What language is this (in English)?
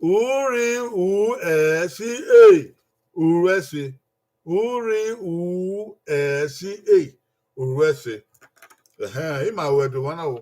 Bini